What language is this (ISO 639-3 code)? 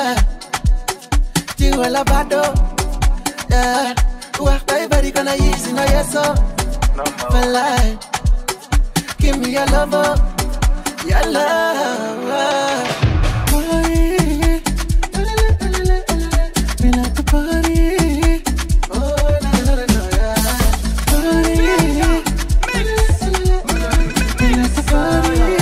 eng